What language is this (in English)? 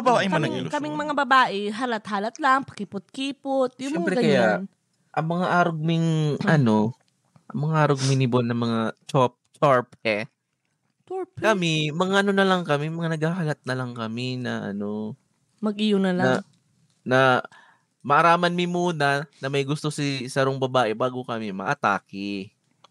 Bikol